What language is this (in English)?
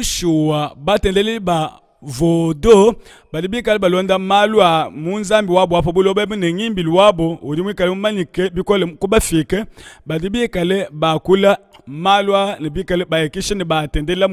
Luba-Lulua